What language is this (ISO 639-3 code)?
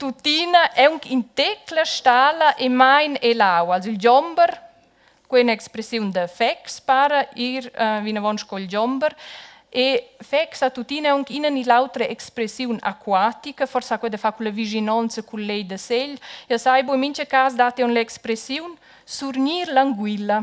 roh